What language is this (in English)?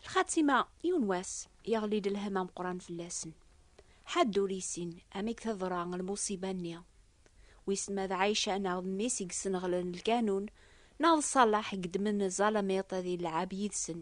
Kabyle